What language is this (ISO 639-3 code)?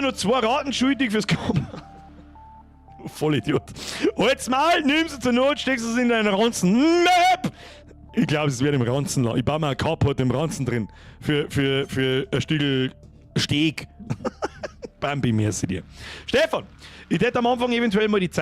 bar